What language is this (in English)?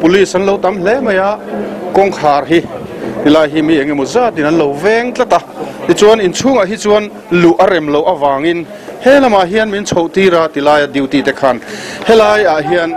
Mizo